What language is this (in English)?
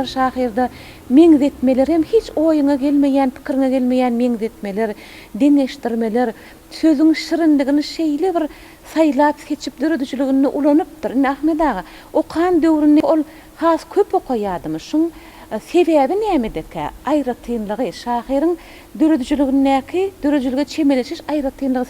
Turkmen